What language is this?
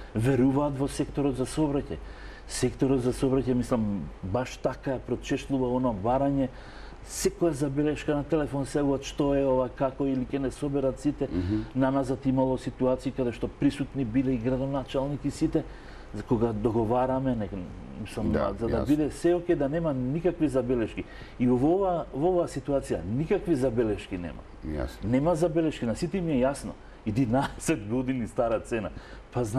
Macedonian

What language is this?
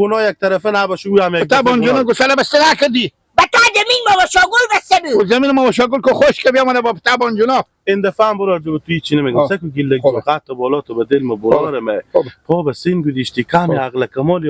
Hazaragi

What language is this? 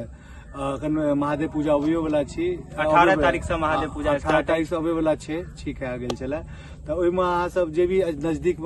Maithili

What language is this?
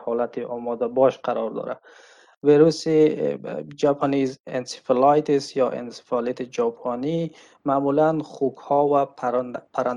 Tajik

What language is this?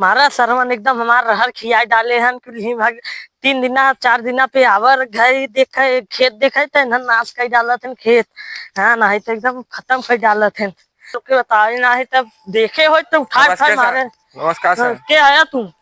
Awadhi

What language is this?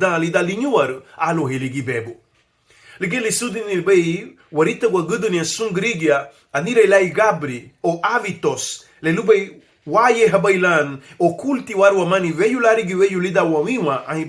Garifuna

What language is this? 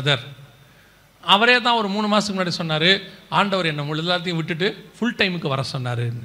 Tamil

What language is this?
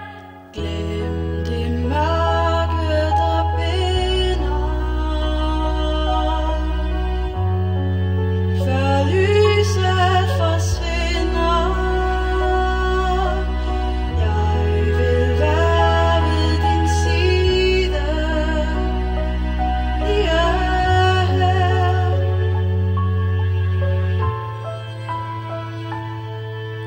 Danish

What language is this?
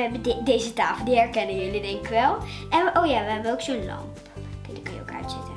Dutch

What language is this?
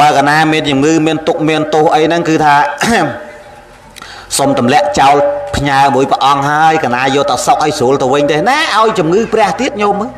Khmer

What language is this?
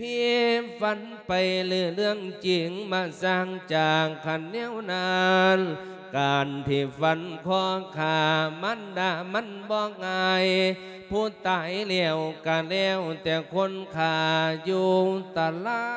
Lao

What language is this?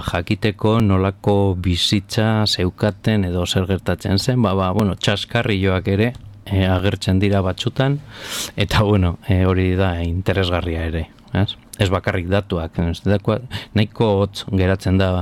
Basque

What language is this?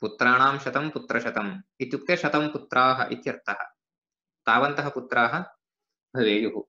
Sanskrit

